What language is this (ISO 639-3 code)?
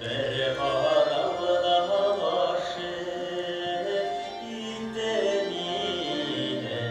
bak